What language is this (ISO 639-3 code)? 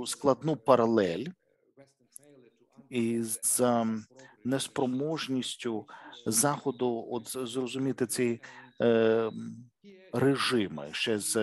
ukr